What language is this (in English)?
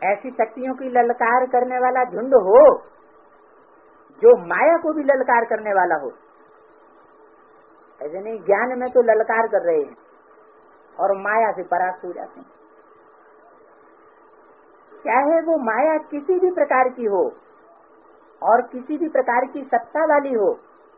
Hindi